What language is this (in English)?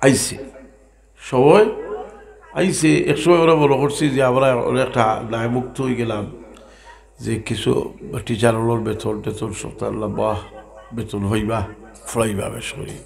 Sylheti